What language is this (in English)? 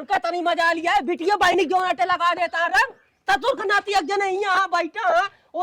Awadhi